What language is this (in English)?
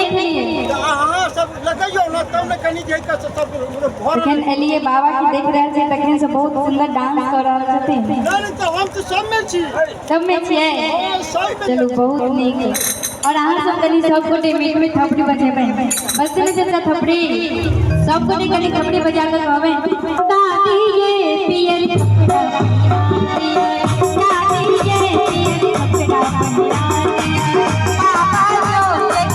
Maithili